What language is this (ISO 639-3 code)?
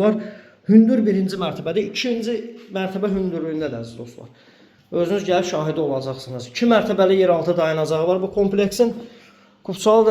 aze